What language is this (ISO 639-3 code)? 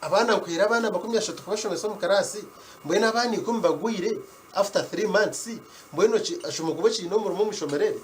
nyn